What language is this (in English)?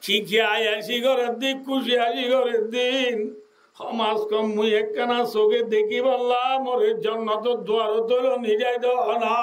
Rohingya